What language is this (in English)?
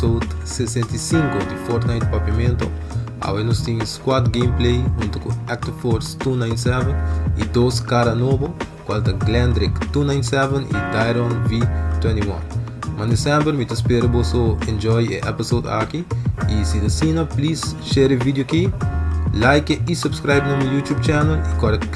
Papiamento